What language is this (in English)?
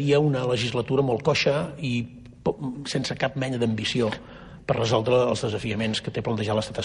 Catalan